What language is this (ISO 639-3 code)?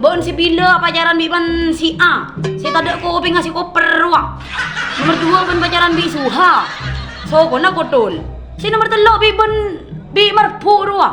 mad